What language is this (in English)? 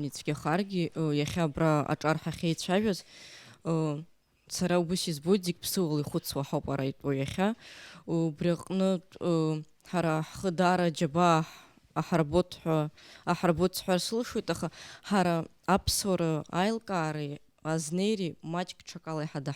Abkhazian